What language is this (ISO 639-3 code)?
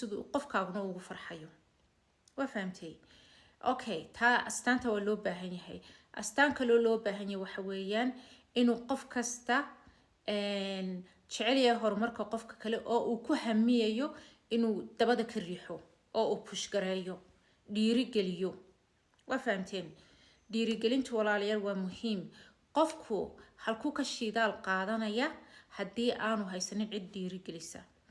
som